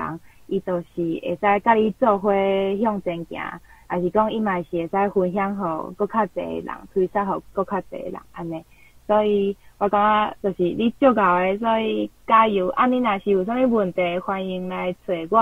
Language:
Min Nan Chinese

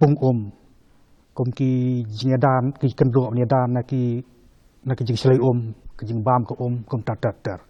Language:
Khasi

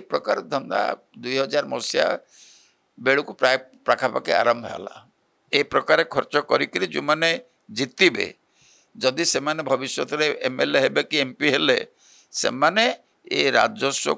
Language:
Odia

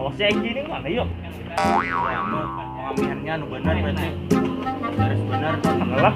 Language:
Banjar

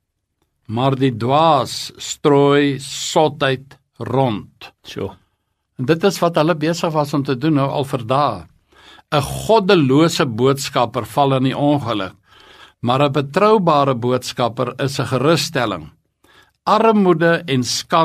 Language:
Afrikaans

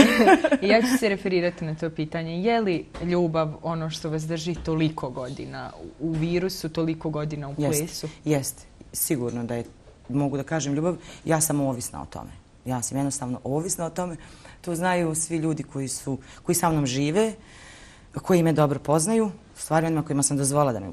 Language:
Bosnian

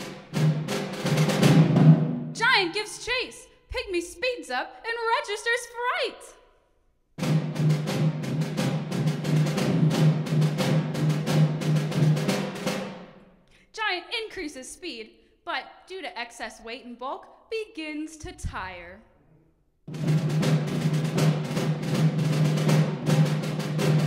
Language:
English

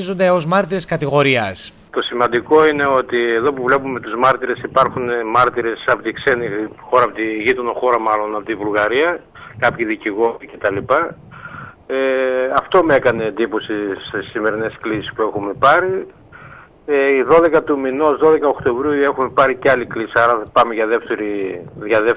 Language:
Greek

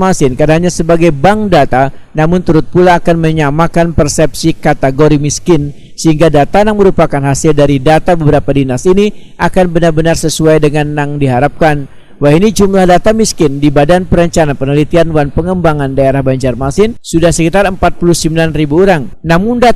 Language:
Banjar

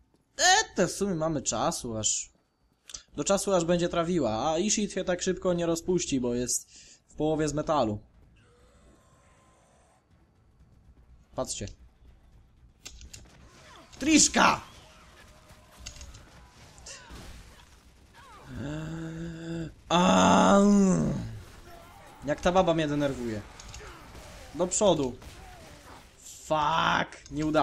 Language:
Polish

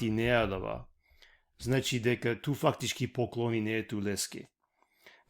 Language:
Balkan Romani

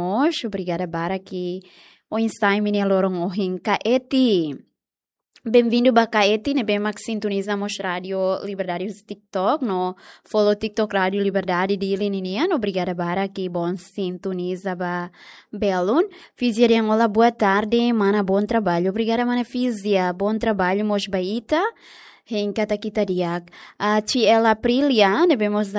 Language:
Tetum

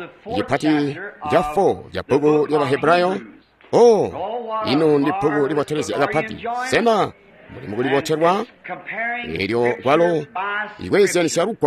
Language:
Tonga (Zambia)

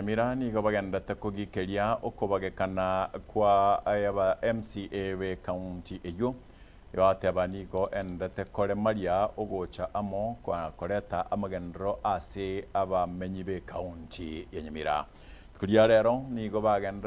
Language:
Gusii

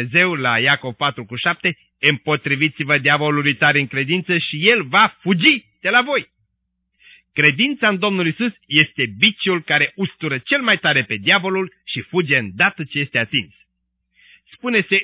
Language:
Romanian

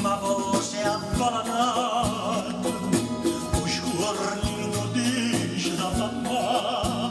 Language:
Neapolitan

